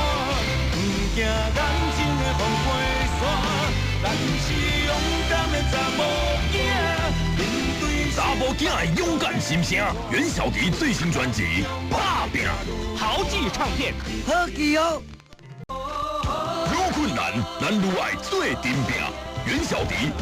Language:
Min Nan Chinese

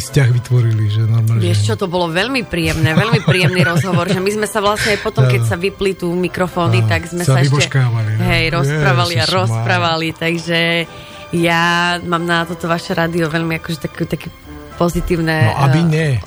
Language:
Slovak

